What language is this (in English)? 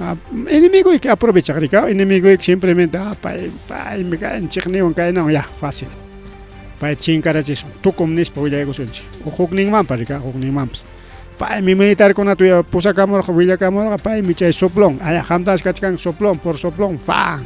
Ayacucho Quechua